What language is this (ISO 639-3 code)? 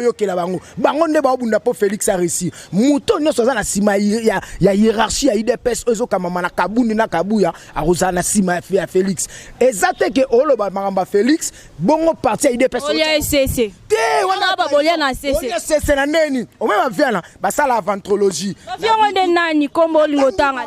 lin